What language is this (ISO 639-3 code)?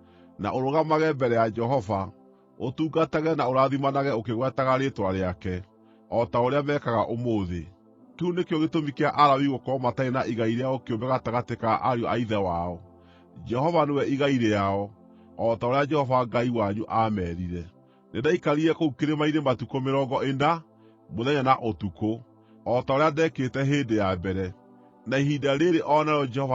kik